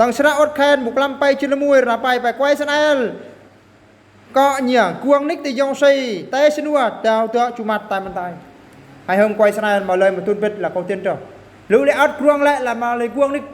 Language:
Eastern Bru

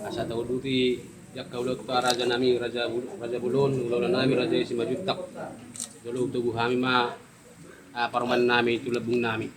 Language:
Batak Toba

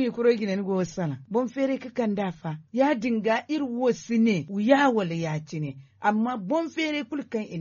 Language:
Zarma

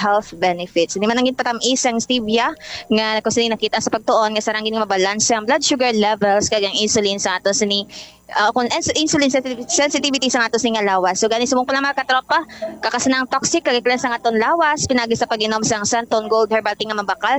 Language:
Hiligaynon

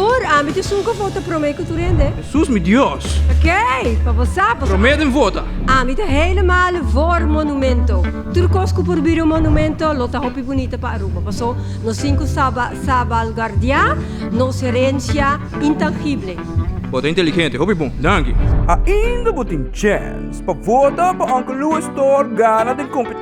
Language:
Papiamento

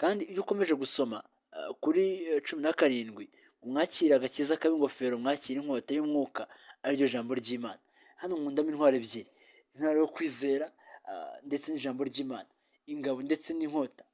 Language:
Kinyarwanda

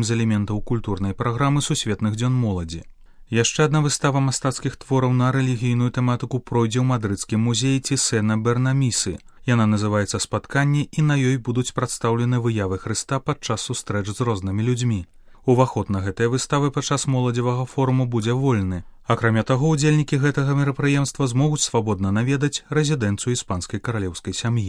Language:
Belarusian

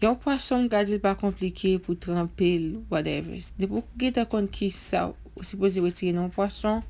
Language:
Haitian Creole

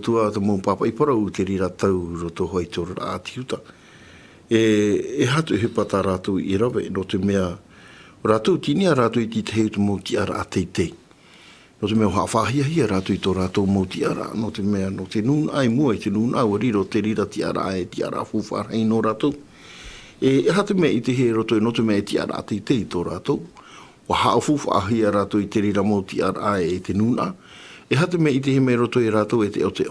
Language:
Tahitian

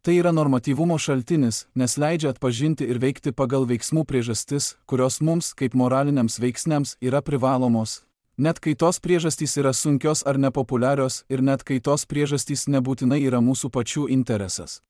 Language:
Lithuanian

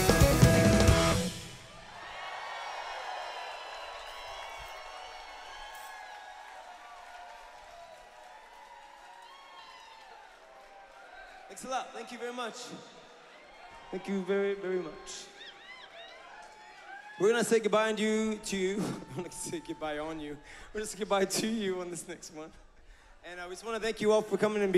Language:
English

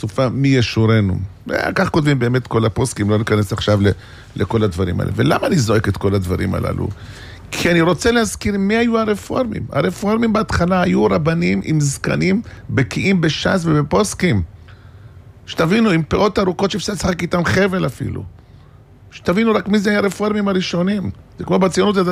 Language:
Hebrew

